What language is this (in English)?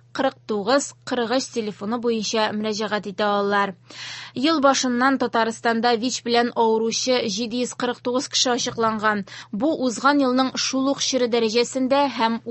Tatar